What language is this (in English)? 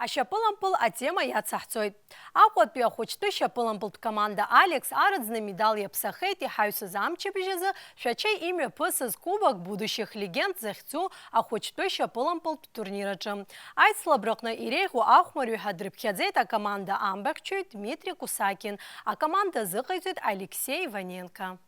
Abkhazian